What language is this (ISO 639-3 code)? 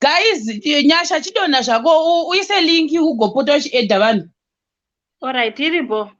sna